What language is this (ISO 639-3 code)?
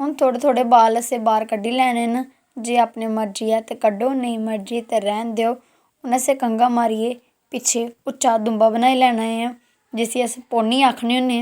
doi